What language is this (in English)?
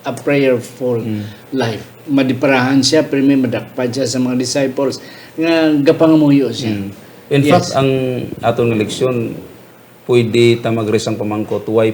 Hiligaynon